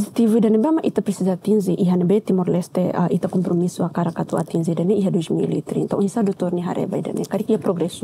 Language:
Tetum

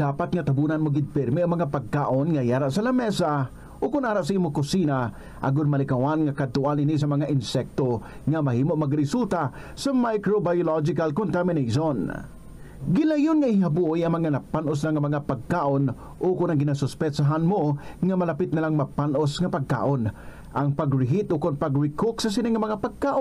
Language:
Hiligaynon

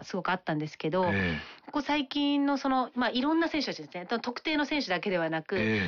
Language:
Japanese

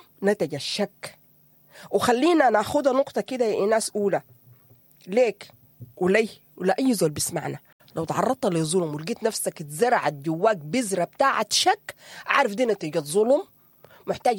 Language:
Sudanese Arabic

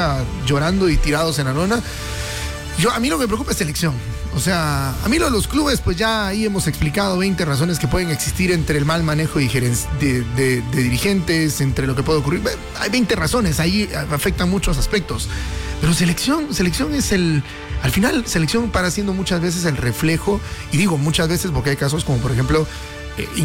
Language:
Spanish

